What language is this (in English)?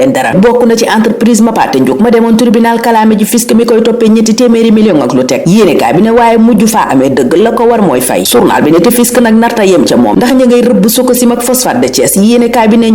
Wolof